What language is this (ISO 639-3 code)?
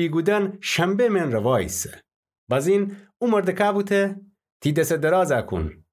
glk